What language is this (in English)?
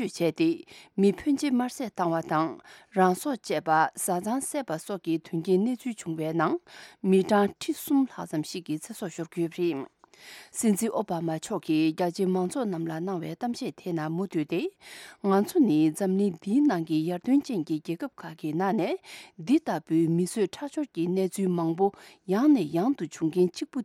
Tibetan